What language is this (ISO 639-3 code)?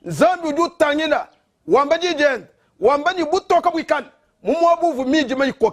lua